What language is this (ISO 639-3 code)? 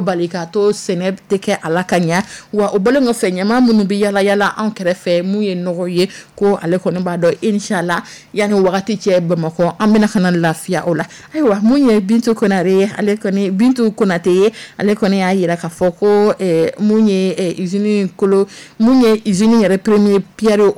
dyu